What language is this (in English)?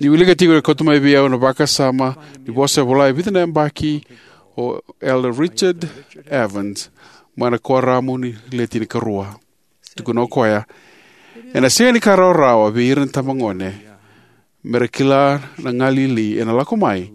Fijian